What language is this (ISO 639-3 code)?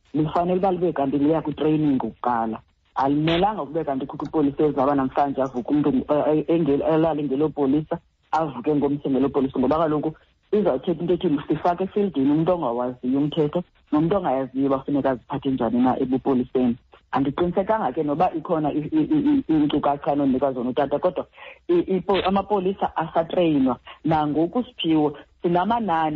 xho